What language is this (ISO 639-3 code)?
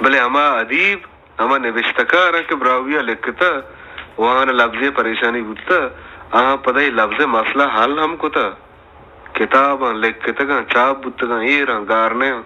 bal